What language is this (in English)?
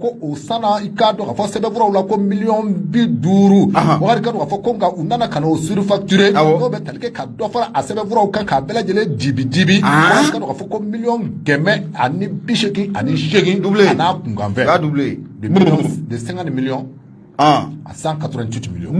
Bambara